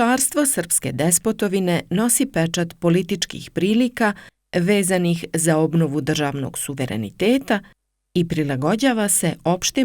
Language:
Serbian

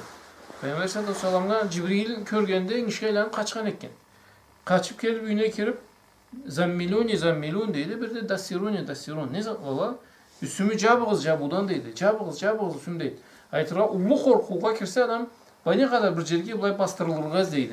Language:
Karachay-Balkar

